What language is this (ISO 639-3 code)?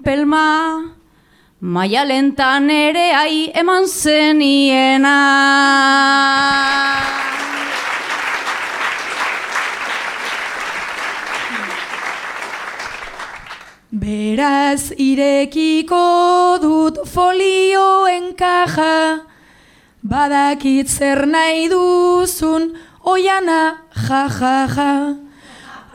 eus